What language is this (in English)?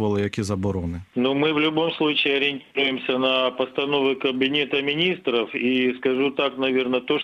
Ukrainian